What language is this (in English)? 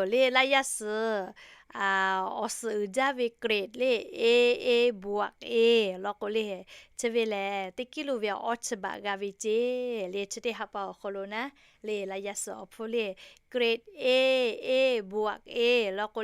Lahu